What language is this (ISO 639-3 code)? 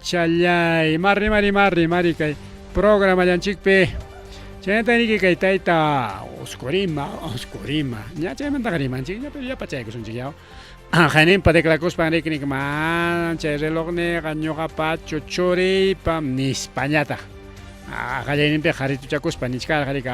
quy